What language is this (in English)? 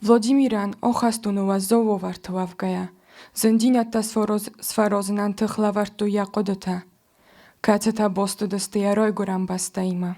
Ossetic